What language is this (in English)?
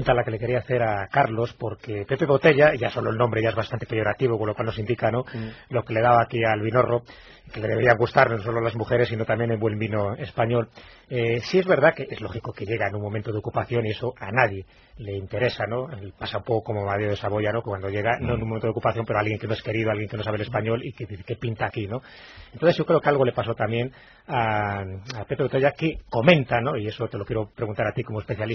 Spanish